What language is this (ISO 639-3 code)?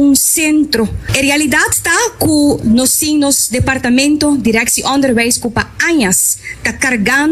pap